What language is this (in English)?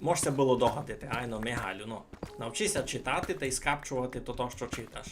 Rusyn